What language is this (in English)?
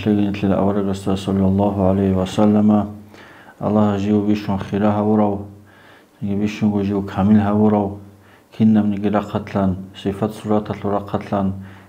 Avaric